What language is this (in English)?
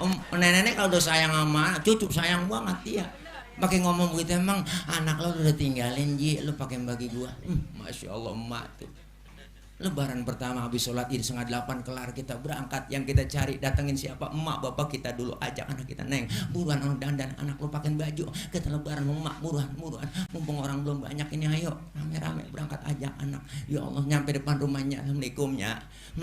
Betawi